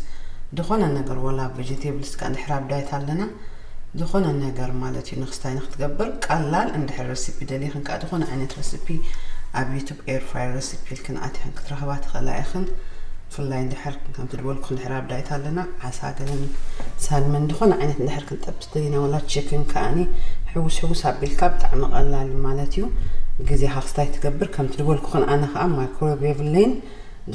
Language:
Tigrinya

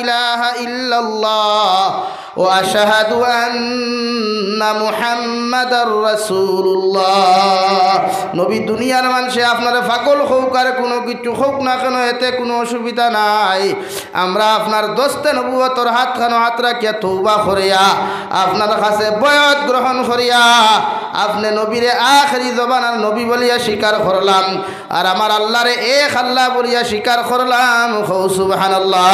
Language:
Sylheti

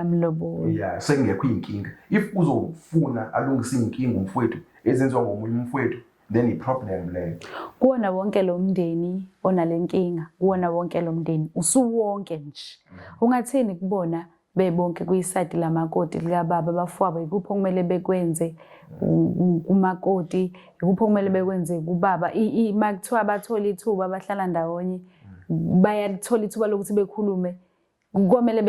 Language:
Zulu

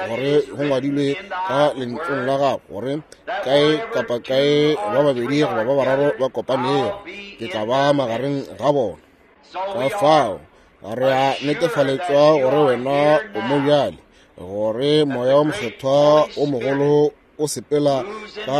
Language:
Northern Sotho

